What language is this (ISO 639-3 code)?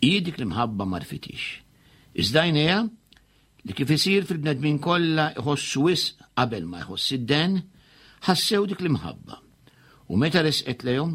mlt